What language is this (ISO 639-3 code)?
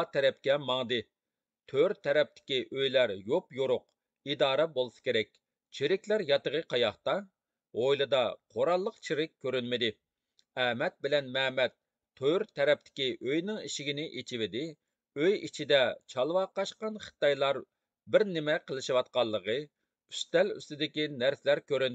uig